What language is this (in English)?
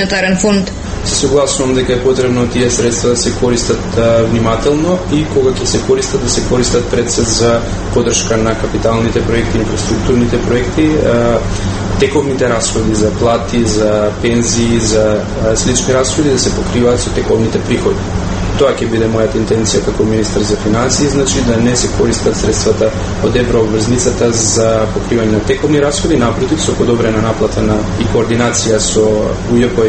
Macedonian